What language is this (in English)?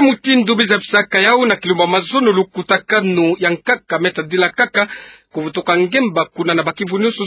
Kituba (Democratic Republic of Congo)